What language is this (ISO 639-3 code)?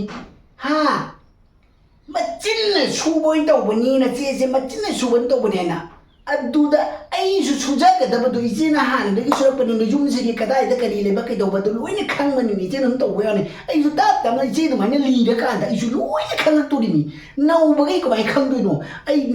mni